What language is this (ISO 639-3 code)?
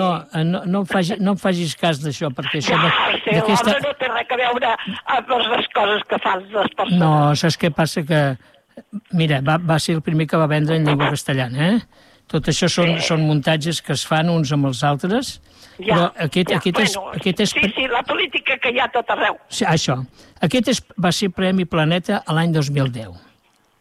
cat